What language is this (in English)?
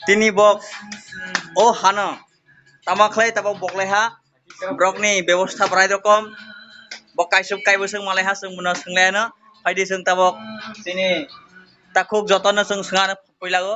Kok Borok